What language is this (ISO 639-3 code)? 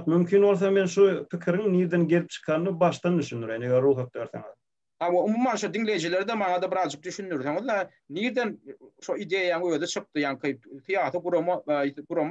tuk